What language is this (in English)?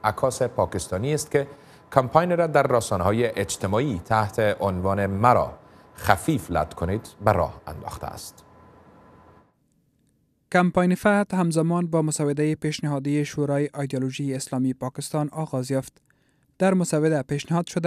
Persian